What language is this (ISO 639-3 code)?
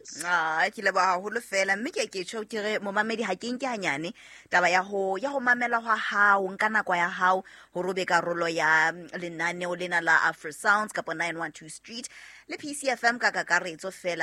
sot